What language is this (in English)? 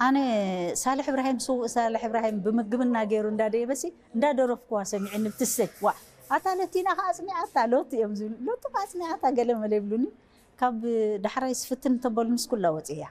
Tigrinya